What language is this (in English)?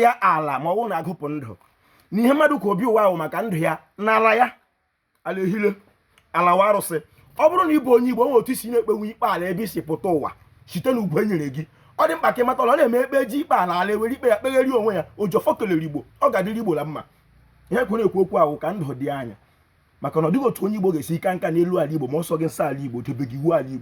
Igbo